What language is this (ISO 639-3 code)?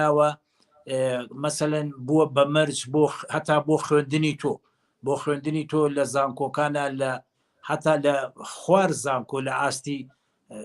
ckb